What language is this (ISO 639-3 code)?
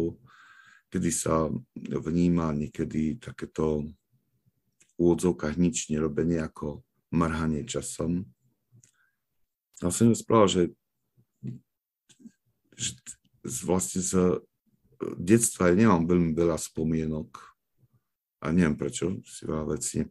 slk